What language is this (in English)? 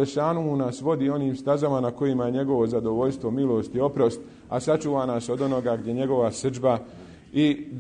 Bosnian